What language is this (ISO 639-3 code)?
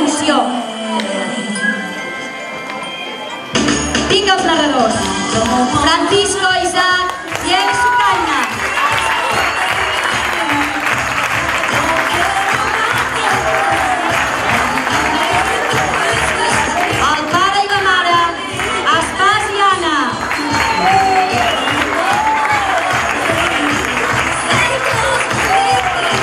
cat